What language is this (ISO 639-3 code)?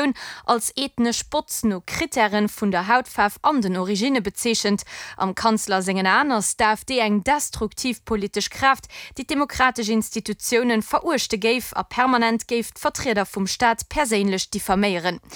ltz